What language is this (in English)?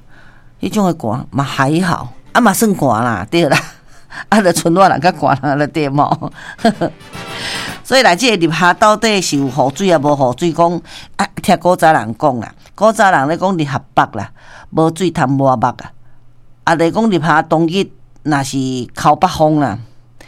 Min Nan Chinese